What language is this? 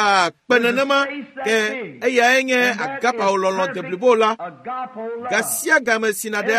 Ewe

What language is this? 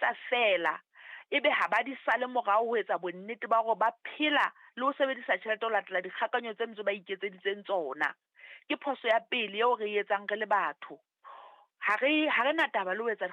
Southern Sotho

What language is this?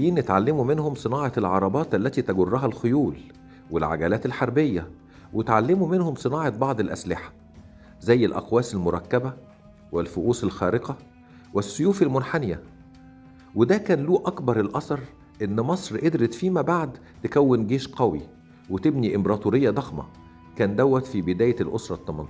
Egyptian Arabic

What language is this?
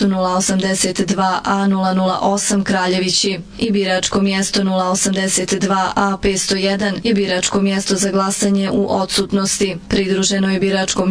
Bosnian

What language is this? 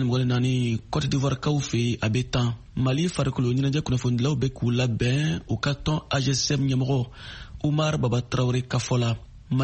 Bambara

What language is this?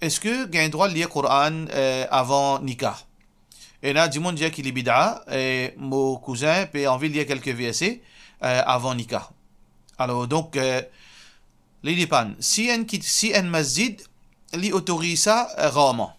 Morisyen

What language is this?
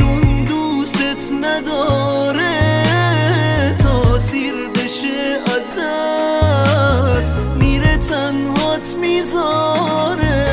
Persian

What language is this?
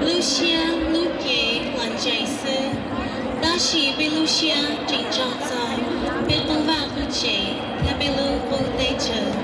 Hmong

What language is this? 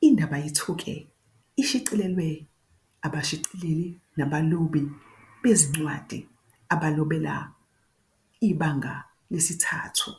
Zulu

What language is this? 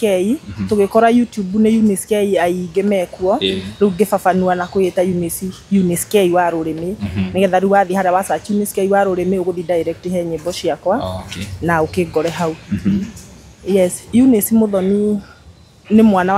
Kikuyu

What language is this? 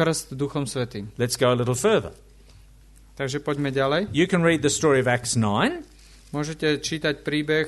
Slovak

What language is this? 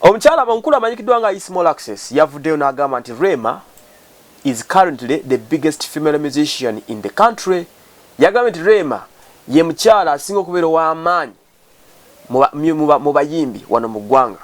Ganda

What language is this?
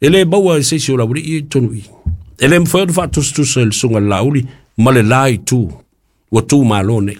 Samoan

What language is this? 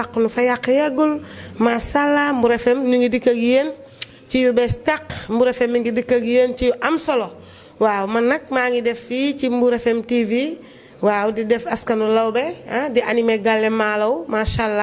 Wolof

